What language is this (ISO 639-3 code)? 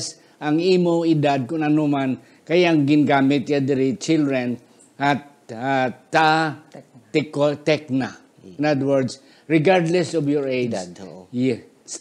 hil